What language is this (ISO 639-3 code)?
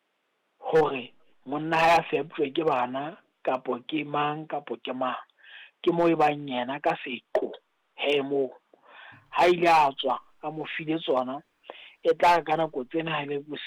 sot